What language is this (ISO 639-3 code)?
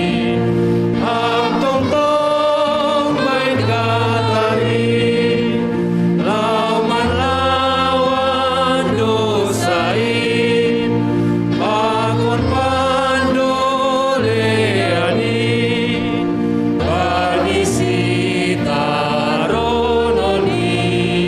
bts